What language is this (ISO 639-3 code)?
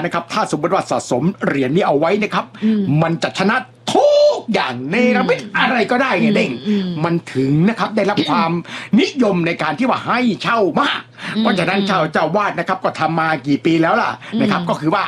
tha